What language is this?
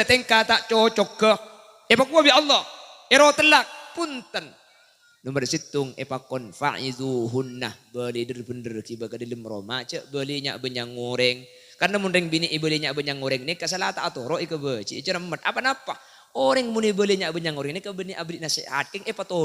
Madurese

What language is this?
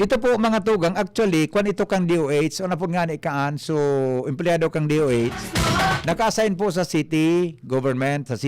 Bikol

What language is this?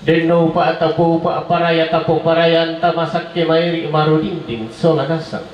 Toraja-Sa'dan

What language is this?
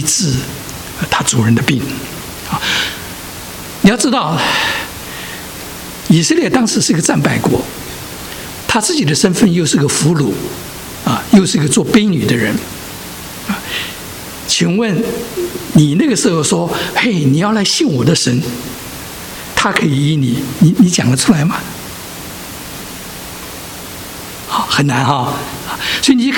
Chinese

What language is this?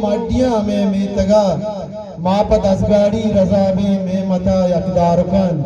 Eastern Balochi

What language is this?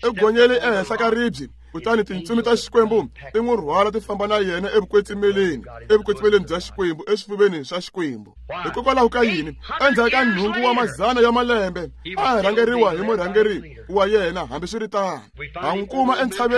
Tsonga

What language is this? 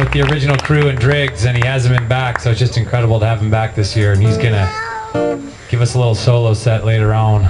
English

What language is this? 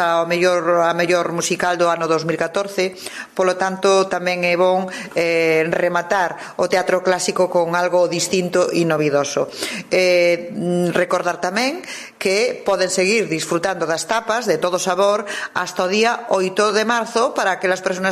Galician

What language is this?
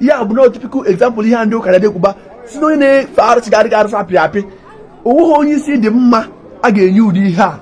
Igbo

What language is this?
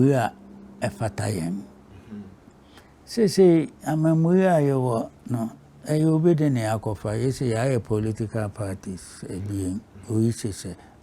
Akan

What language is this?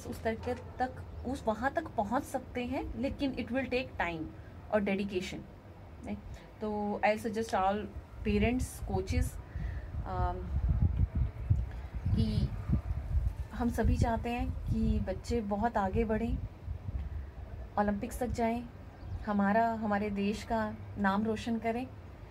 Hindi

